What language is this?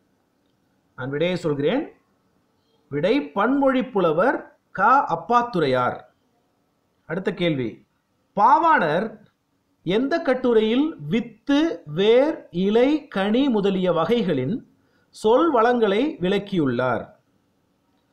Tamil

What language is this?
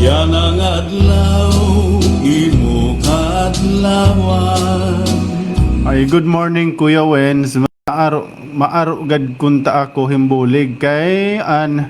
Waray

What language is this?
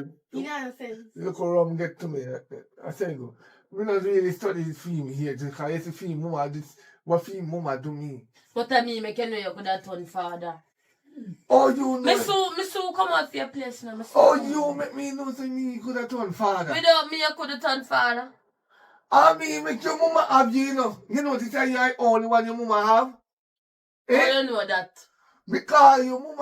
Jamaican Creole English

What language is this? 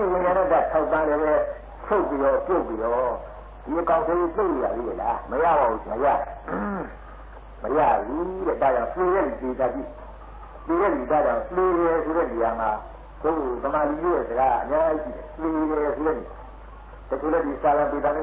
Burmese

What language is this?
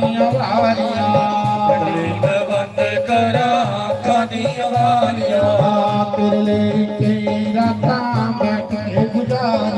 Dogri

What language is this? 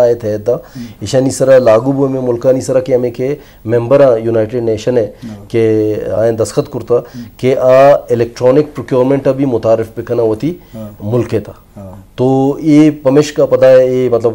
Eastern Balochi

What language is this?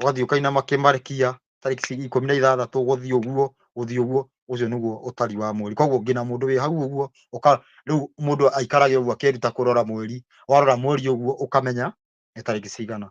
Kikuyu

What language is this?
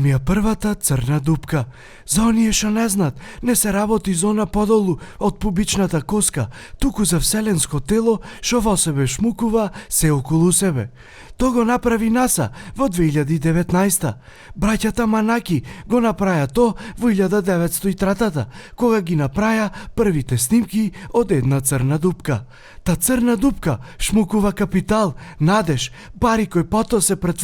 Macedonian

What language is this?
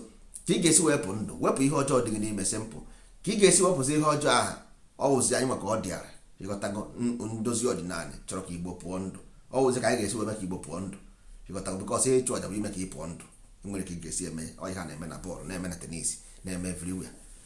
Igbo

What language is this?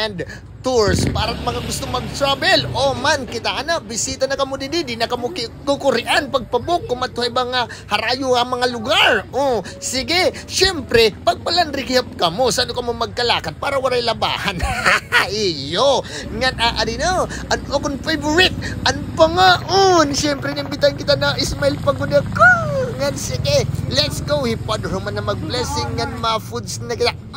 Waray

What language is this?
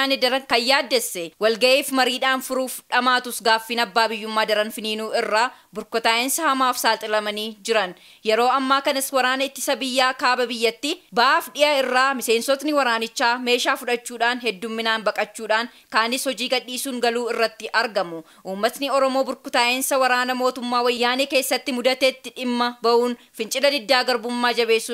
Oromo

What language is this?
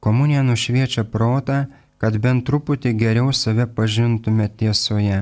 Lithuanian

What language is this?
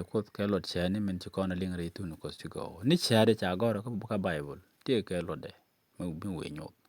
Nuer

